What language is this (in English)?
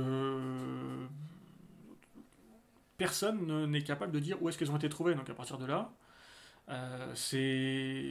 French